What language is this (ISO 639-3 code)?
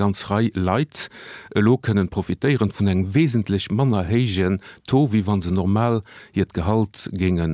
ltz